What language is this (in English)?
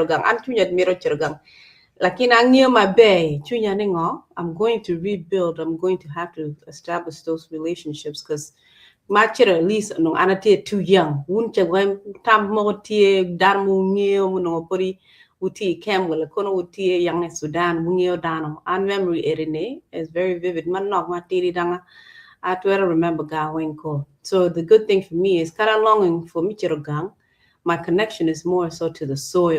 Acoli